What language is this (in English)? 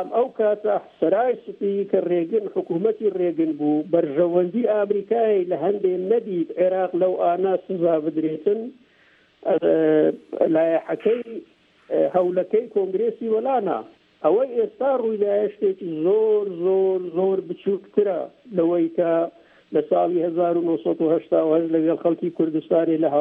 Central Kurdish